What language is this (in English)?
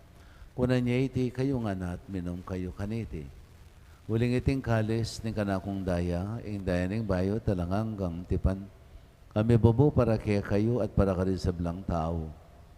Pampanga